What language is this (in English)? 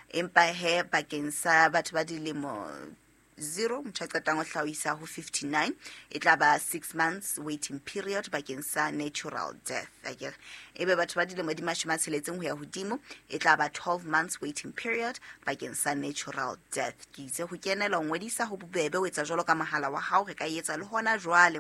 Southern Sotho